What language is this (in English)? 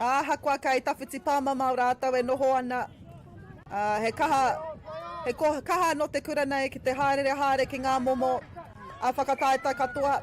Māori